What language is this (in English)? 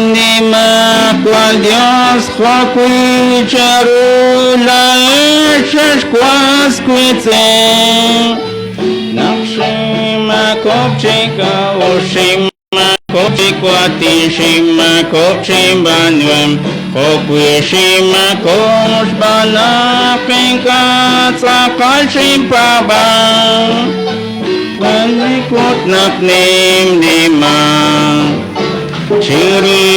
Kekchí